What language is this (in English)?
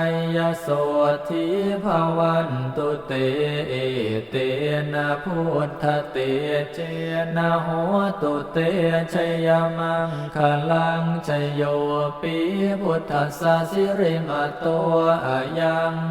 Pali